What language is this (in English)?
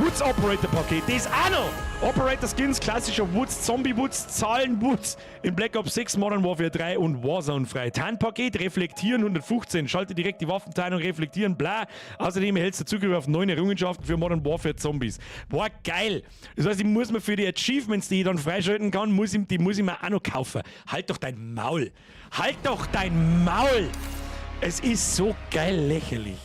Bavarian